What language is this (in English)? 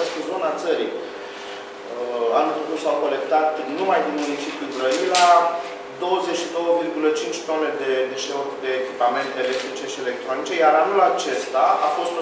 Romanian